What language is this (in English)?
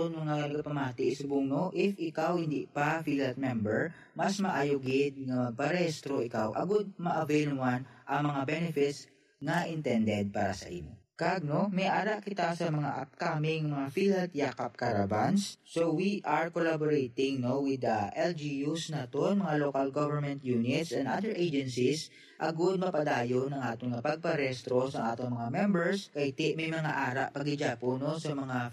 Hiligaynon